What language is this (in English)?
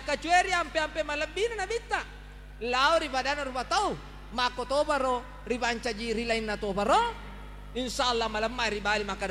Buginese